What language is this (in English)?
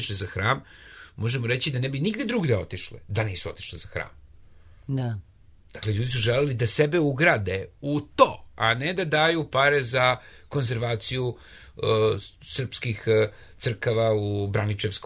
Serbian